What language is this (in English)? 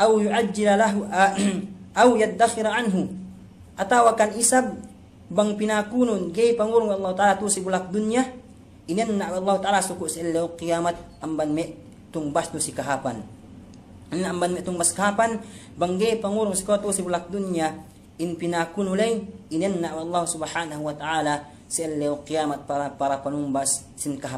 Yakan